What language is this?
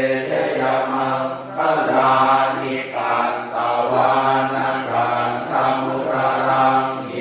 Pali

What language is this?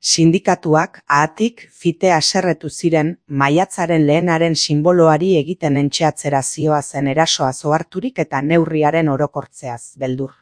Basque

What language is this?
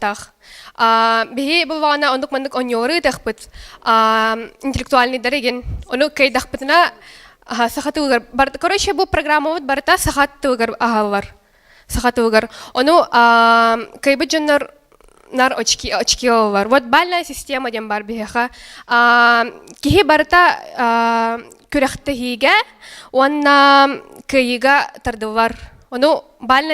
Yakut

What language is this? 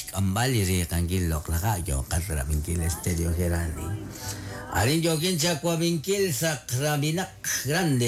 Kekchí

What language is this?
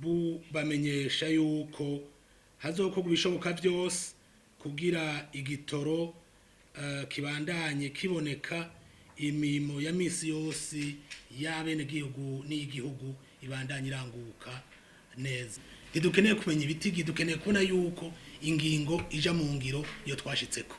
Rundi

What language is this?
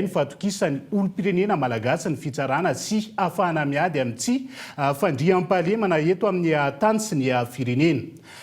Malagasy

